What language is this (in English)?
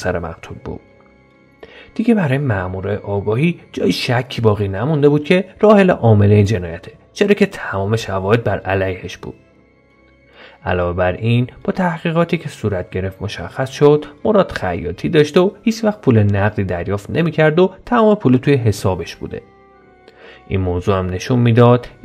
Persian